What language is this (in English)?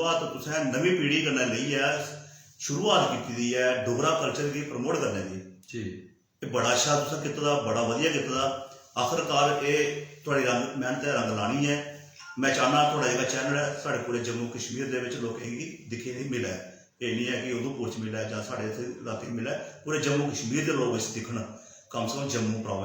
Dogri